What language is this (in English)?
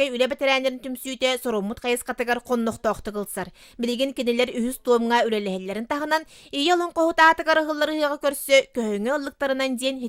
Yakut